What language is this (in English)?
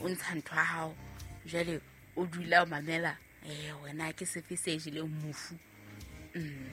Southern Sotho